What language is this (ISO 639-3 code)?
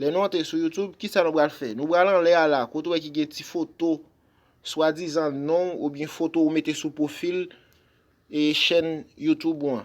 hat